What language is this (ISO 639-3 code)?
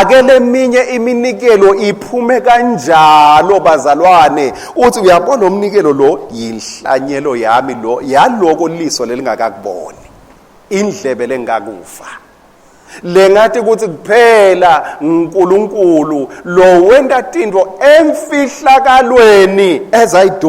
ssw